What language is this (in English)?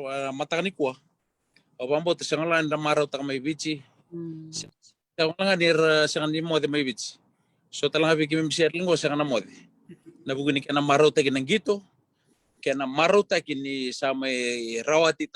Fijian